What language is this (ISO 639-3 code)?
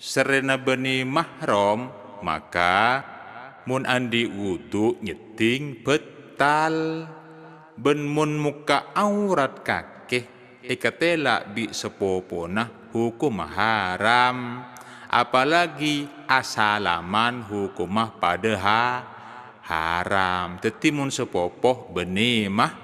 mad